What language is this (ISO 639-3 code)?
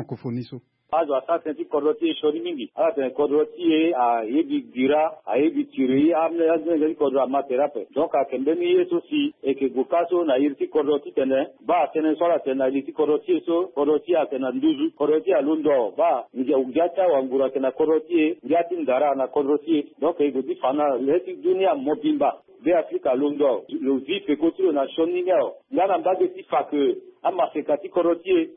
sag